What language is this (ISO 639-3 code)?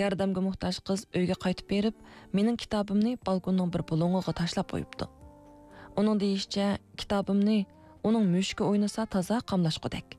uig